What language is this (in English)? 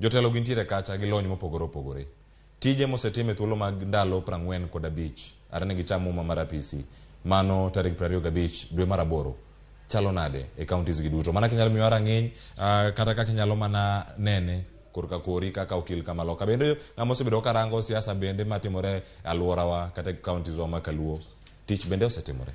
Luo (Kenya and Tanzania)